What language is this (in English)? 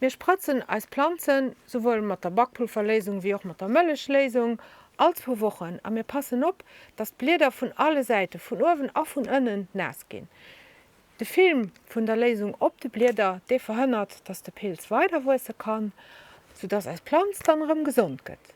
Luxembourgish